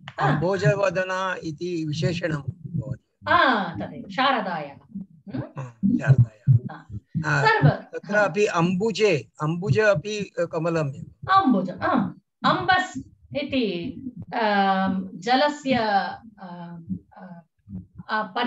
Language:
Sanskrit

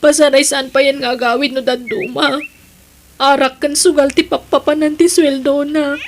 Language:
Iloko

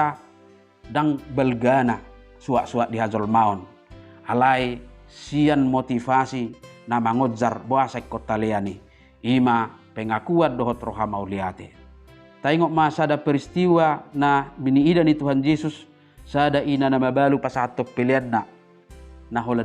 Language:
Batak Toba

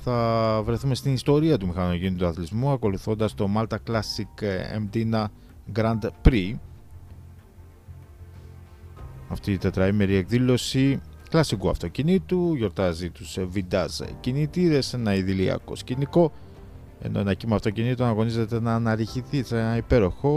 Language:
Greek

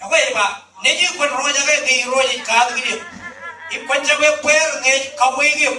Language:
Marshallese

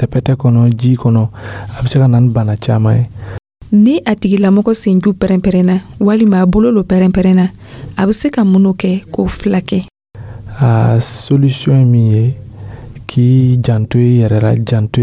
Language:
Dyula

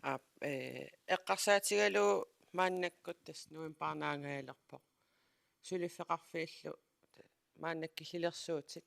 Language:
Kalaallisut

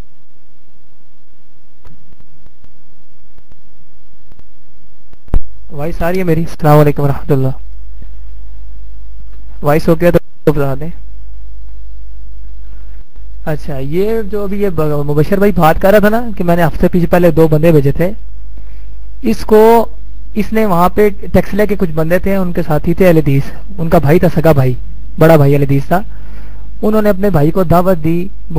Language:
Urdu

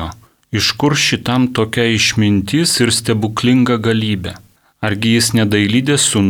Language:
Lithuanian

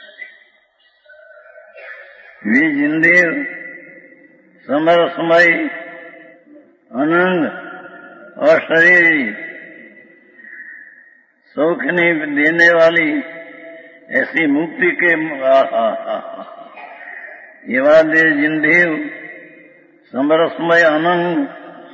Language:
Gujarati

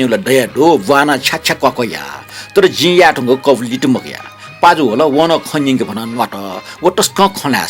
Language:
Newari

